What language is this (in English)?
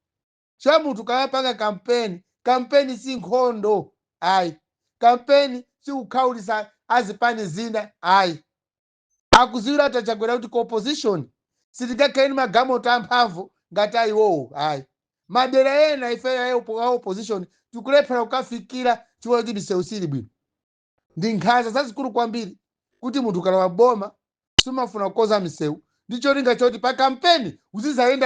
Nyanja